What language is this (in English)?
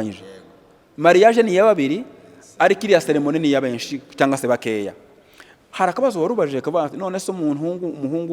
Kinyarwanda